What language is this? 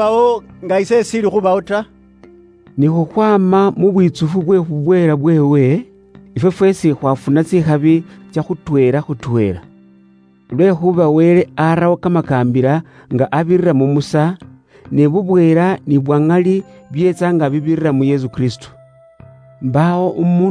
Luyia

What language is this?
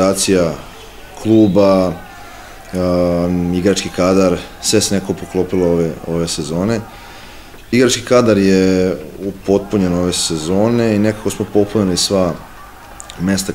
Serbian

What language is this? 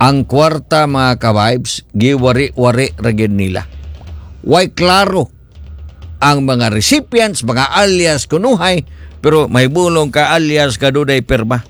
Cebuano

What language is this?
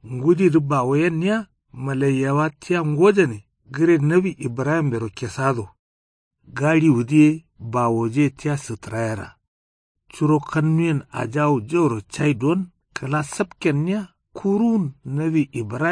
Kanuri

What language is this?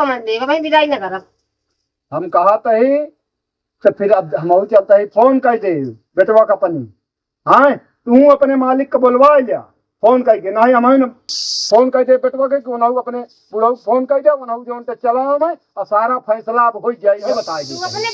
Awadhi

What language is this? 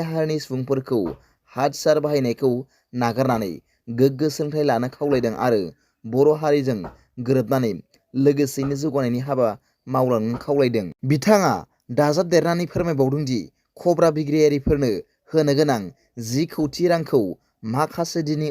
Bodo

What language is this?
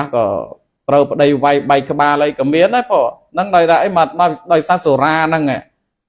Khmer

